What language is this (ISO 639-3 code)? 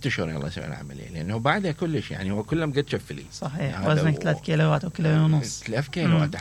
acm